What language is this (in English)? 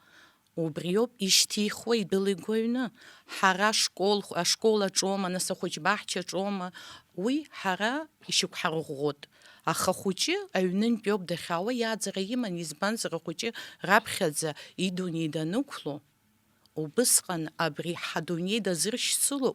Abkhazian